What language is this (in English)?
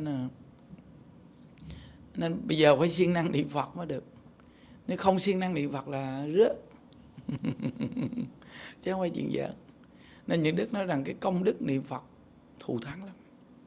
Vietnamese